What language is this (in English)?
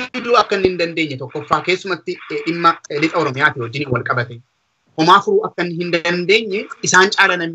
Oromo